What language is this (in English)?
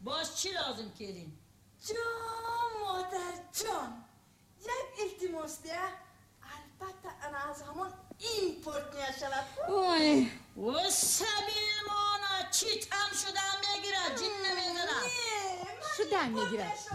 Tajik